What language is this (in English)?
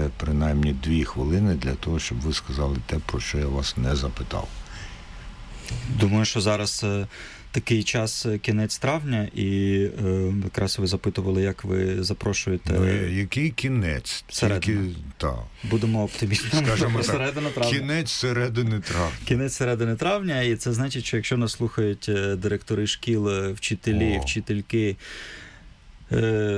Ukrainian